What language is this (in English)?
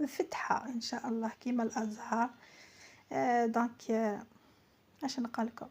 Algerian Arabic